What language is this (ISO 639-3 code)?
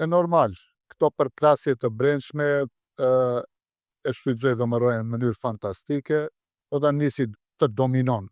sqi